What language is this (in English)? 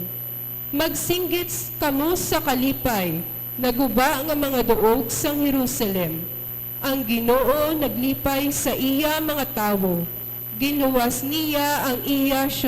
Hiligaynon